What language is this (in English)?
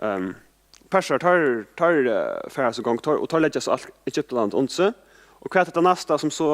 Faroese